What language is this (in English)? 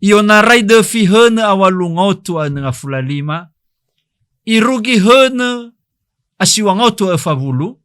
Nias